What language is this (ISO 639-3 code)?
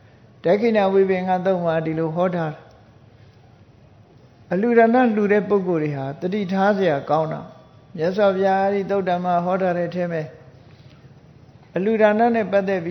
mya